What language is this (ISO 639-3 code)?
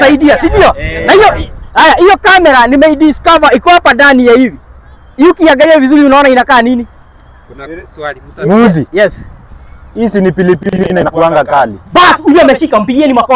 swa